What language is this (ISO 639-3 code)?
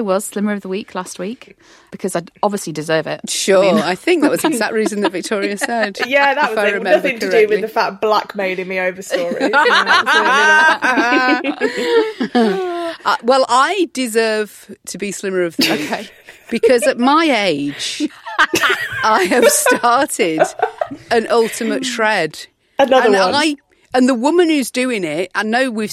eng